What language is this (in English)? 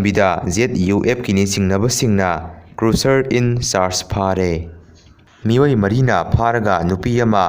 Manipuri